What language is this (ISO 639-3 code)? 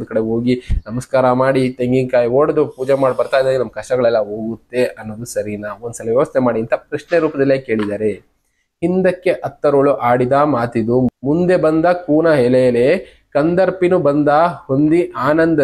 kan